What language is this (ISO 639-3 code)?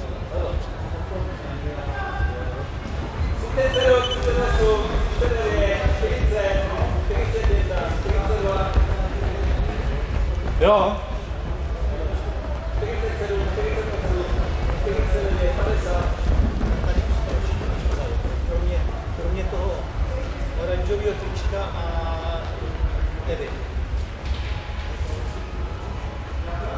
ces